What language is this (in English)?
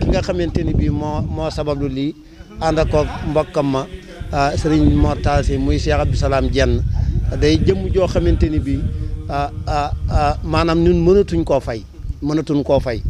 Wolof